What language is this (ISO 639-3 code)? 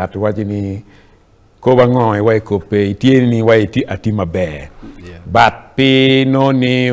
ach